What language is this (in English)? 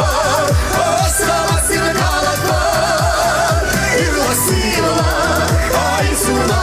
Chuvash